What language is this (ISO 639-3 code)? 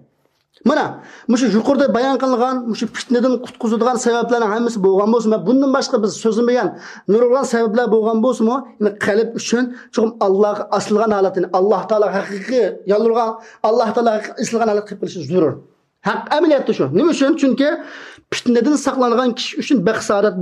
uig